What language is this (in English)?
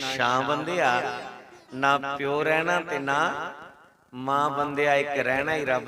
Dogri